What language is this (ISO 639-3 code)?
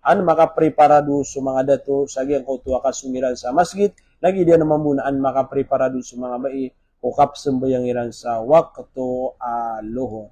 mrw